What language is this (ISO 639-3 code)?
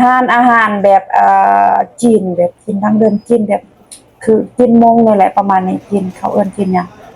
lao